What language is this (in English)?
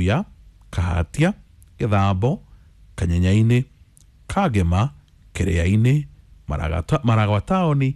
Kikuyu